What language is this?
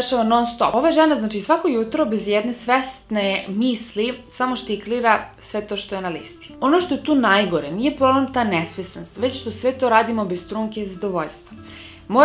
Serbian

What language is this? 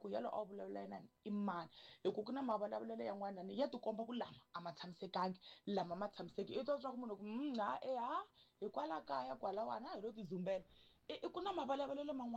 Tsonga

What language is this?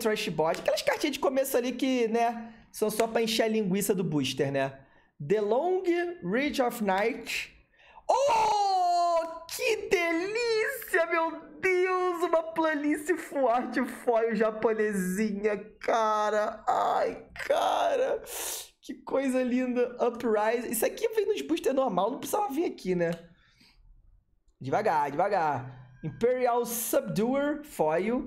Portuguese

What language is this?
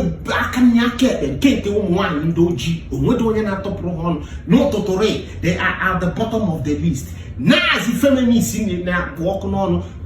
Igbo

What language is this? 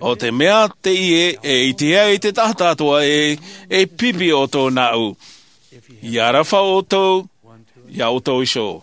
Tahitian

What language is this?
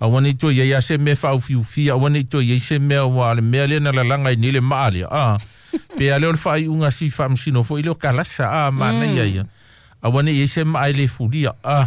Samoan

